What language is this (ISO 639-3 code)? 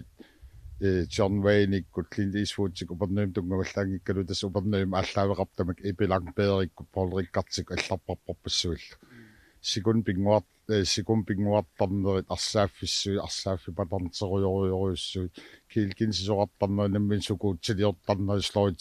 kal